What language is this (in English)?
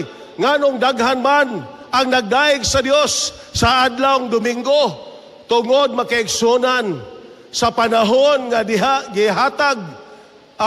Cebuano